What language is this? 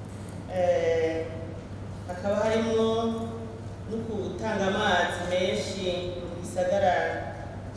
Rundi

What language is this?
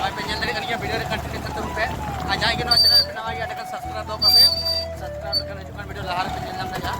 Santali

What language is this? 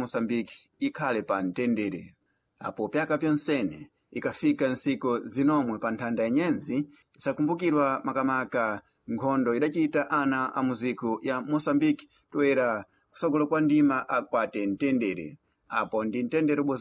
Sena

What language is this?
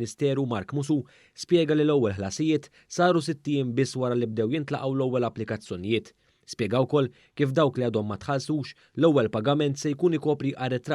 Maltese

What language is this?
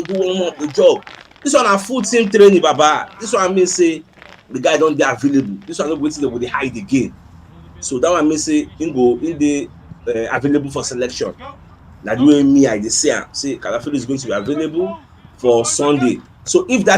Nigerian Pidgin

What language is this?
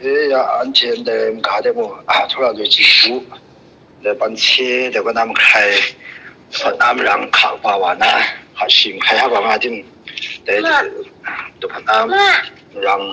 Kachin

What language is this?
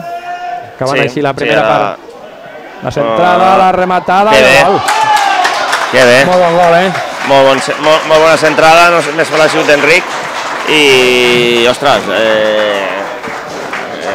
Catalan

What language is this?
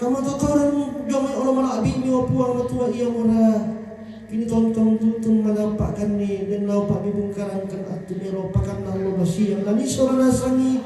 Toraja-Sa'dan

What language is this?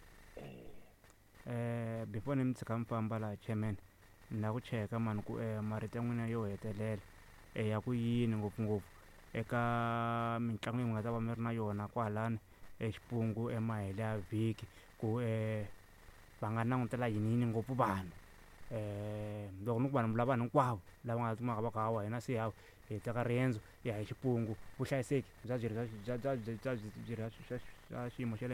Tsonga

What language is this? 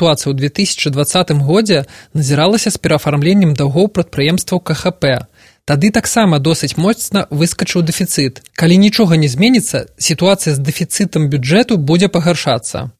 Belarusian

